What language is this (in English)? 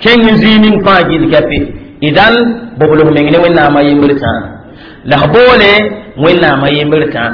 Mossi